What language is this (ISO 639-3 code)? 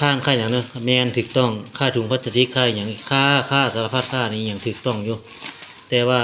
lao